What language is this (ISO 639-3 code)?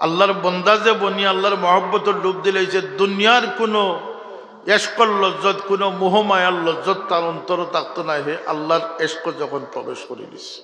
syl